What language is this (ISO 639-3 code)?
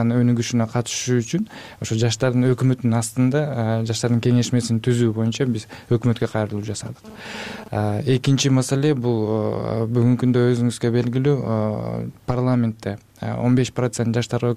kir